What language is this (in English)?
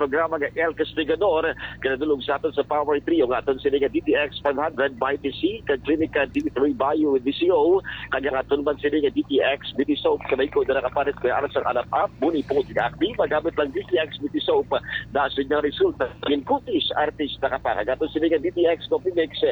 Hiligaynon